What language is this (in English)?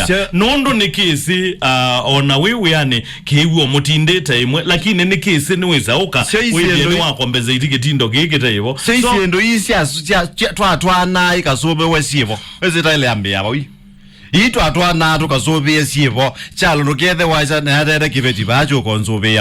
Kamba